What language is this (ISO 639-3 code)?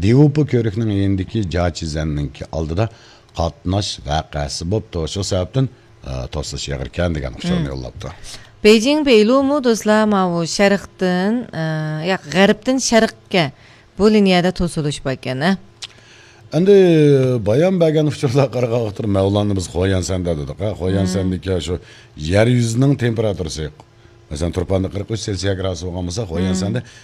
uig